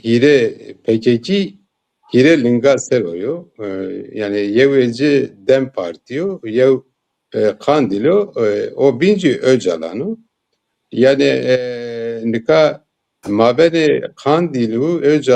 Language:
Zaza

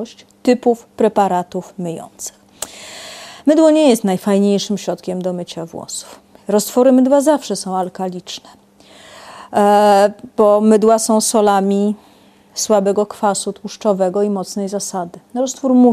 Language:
Polish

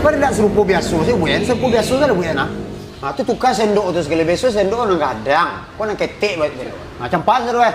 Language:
Minangkabau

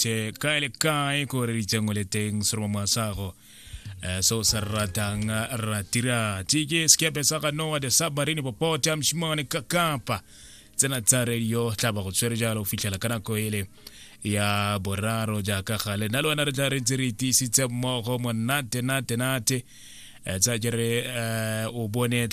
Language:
Tswana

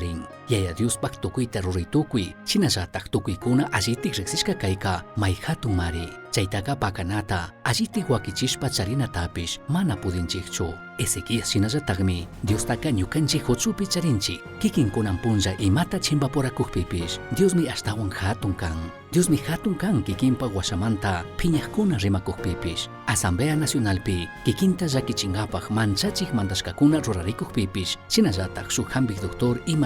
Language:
Chimborazo Highland Quichua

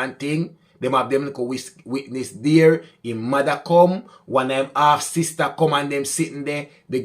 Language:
Jamaican Creole English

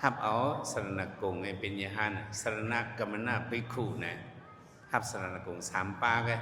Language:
Shan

